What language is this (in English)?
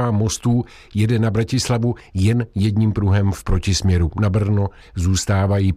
Czech